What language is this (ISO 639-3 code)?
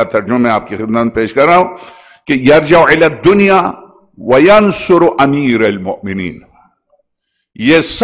urd